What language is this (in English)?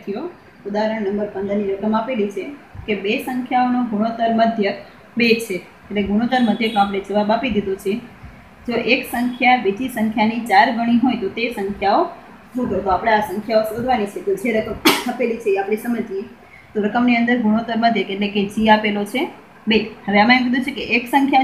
Gujarati